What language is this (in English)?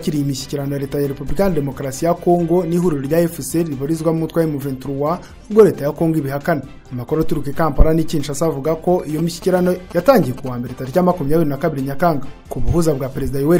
Kinyarwanda